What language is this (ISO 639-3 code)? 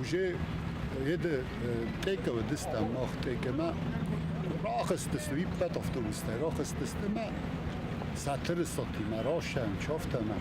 oss